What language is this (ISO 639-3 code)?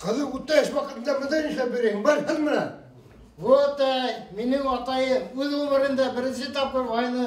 bak